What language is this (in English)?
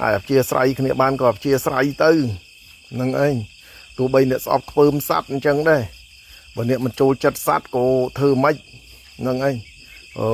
Khmer